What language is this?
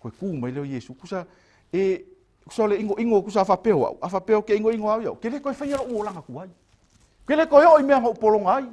Samoan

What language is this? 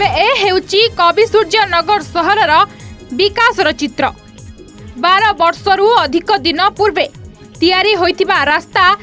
Odia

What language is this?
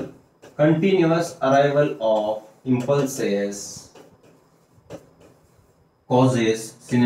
Marathi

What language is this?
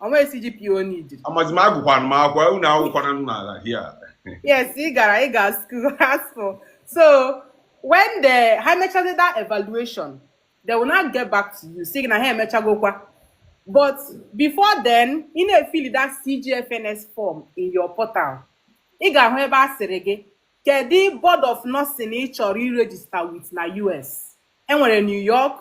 Igbo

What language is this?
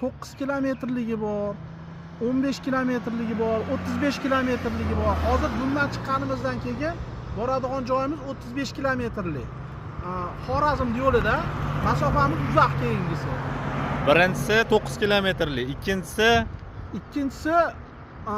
Uzbek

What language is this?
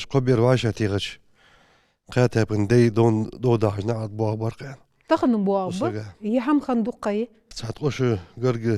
Ingush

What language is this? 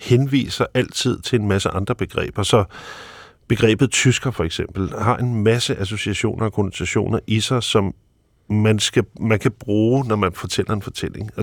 Danish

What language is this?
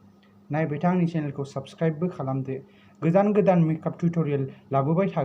Bodo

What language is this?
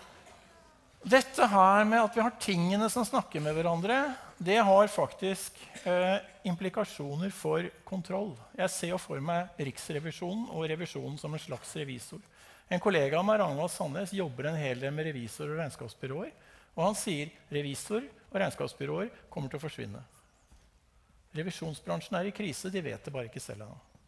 Norwegian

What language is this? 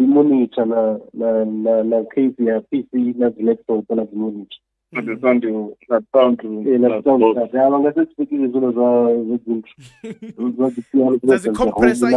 Venda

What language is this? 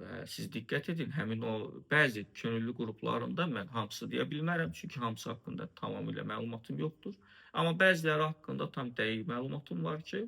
Azerbaijani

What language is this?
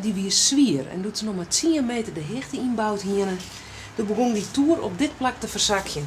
Western Frisian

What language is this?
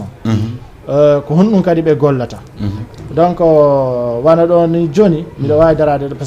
Fula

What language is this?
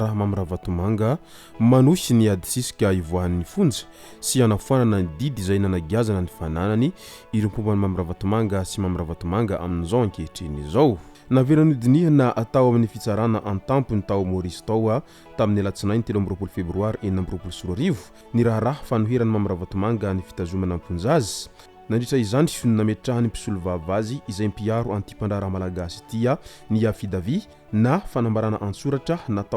Malagasy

